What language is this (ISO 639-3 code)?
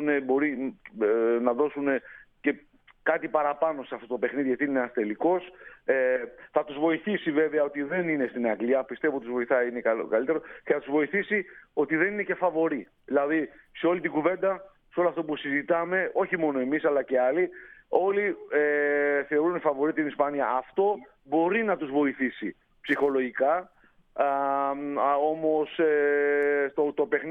ell